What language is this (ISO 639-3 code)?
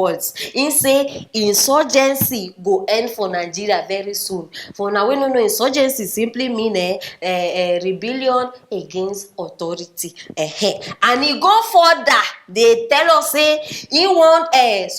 pcm